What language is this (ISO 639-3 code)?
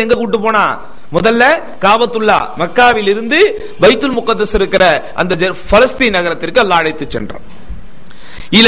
tam